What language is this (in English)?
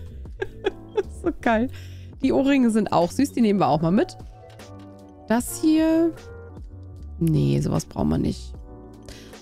German